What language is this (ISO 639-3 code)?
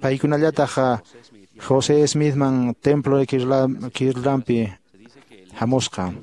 que